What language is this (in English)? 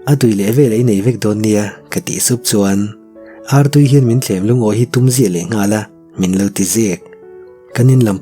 Mizo